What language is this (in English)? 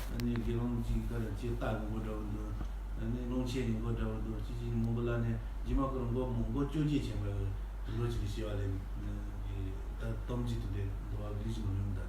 Tibetan